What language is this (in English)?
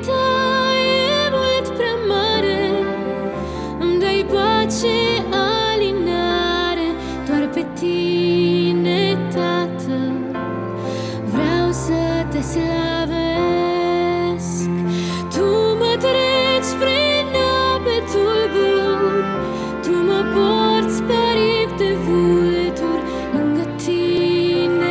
Romanian